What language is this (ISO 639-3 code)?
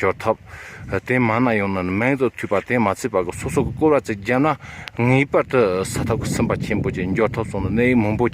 bod